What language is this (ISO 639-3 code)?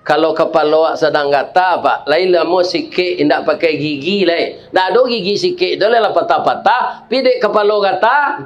min